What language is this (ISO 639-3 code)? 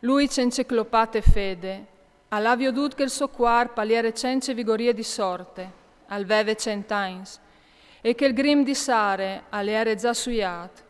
fur